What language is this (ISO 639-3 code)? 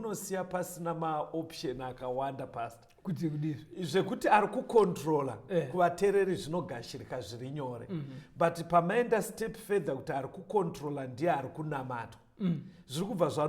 sna